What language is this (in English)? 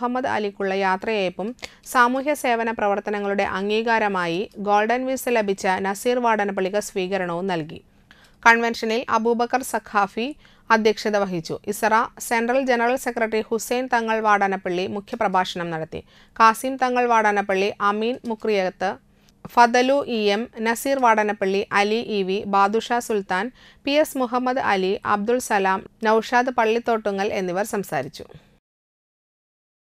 Malayalam